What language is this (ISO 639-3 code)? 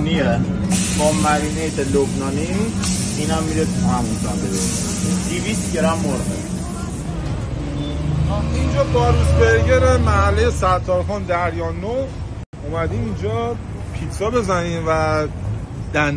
fas